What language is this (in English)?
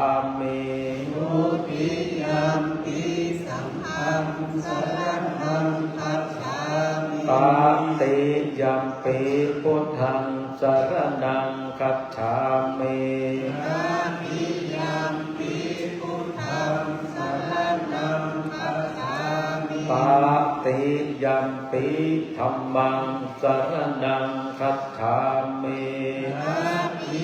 Pali